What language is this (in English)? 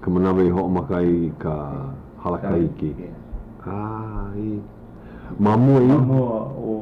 Hawaiian